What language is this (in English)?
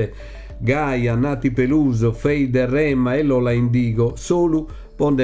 Sardinian